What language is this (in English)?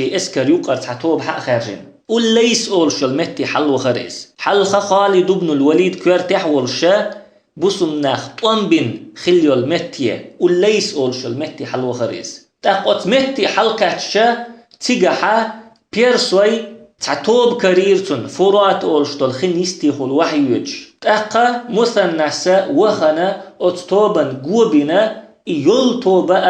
Chechen